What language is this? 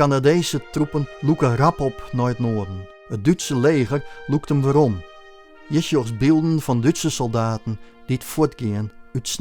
Western Frisian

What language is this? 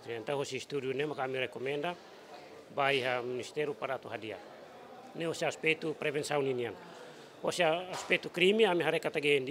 Tetum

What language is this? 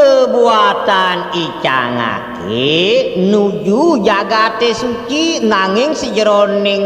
Balinese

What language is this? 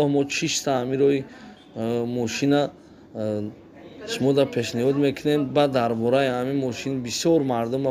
Tajik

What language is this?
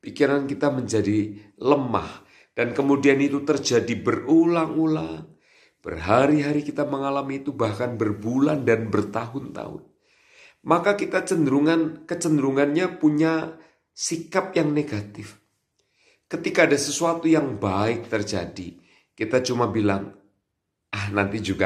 Indonesian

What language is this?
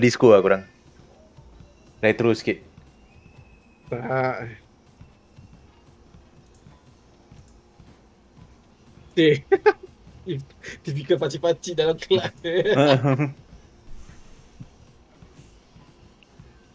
Malay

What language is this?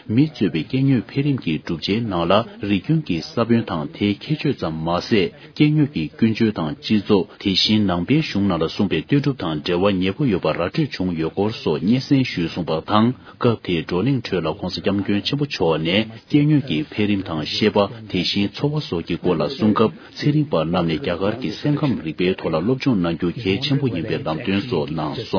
Tibetan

